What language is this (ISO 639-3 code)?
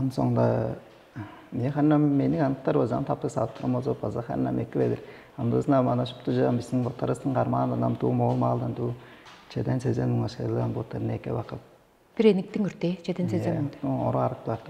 tyv